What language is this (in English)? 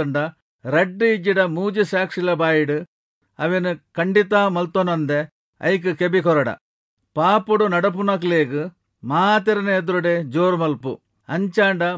Tulu